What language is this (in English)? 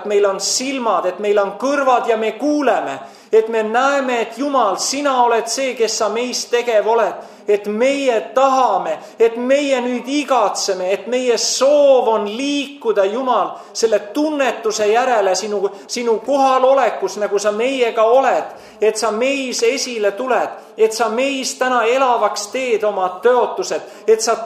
Estonian